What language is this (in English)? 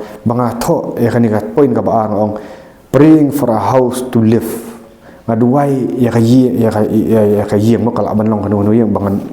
Khasi